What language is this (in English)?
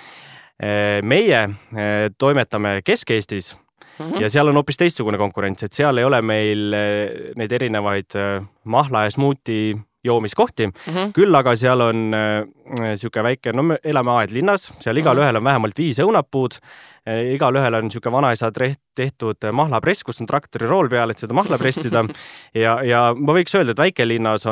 Estonian